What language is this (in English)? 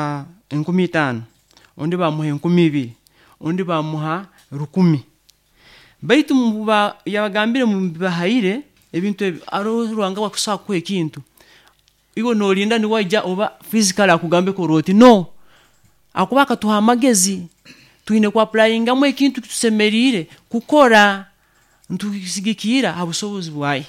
Nyoro